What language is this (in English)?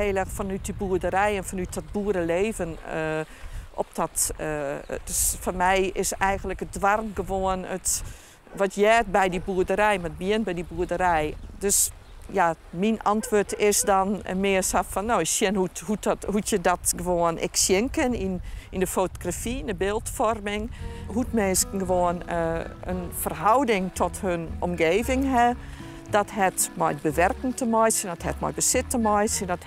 Western Frisian